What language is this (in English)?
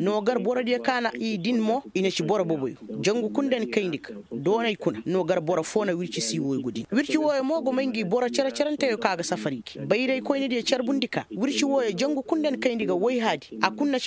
Koyraboro Senni